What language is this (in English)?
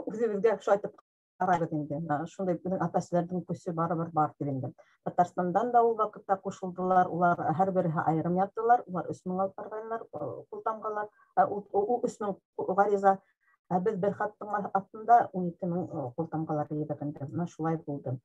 Bashkir